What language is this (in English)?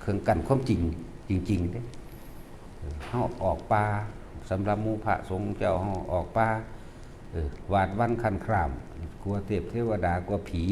Northeastern Thai